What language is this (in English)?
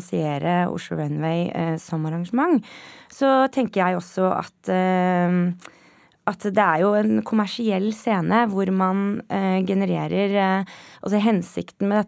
Norwegian